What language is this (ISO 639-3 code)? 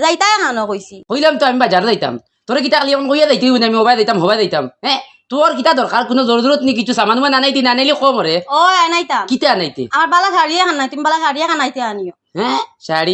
syl